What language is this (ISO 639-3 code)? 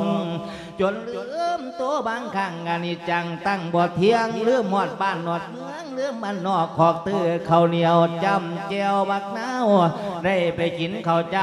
lao